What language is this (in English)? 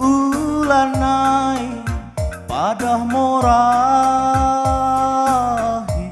Batak Karo